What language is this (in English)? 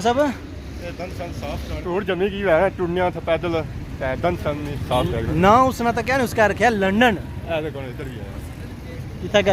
Pahari-Potwari